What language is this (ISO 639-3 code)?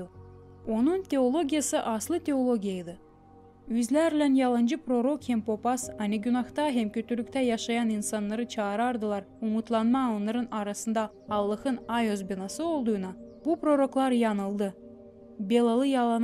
gag